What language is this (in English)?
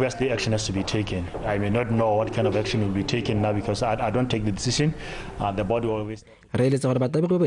Tswana